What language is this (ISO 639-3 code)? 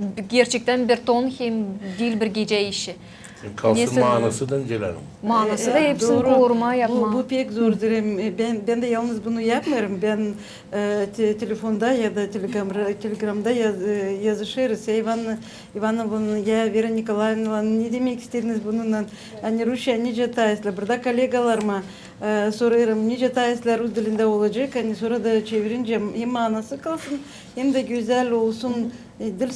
gag